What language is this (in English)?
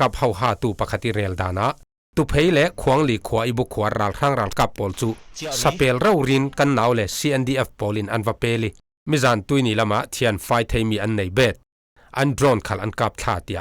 Falam Chin